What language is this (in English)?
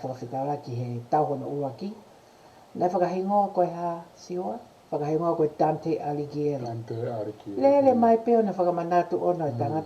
Tongan